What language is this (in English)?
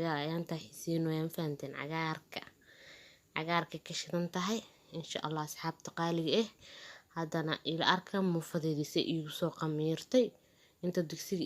Somali